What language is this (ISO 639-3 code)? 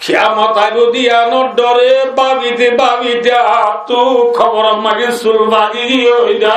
rhg